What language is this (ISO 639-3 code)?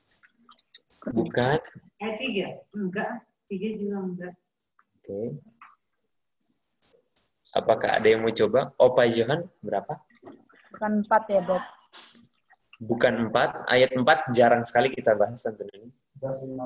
ind